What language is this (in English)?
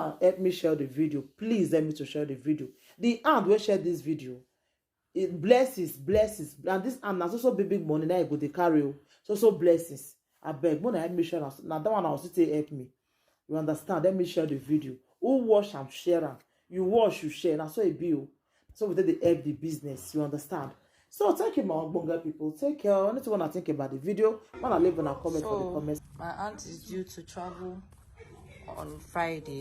Nigerian Pidgin